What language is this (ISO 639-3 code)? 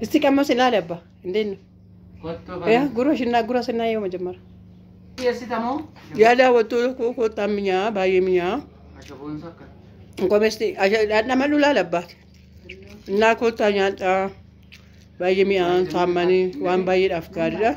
orm